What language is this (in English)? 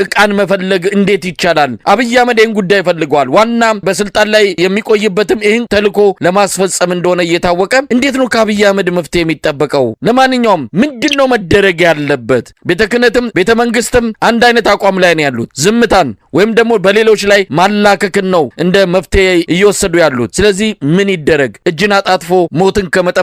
Amharic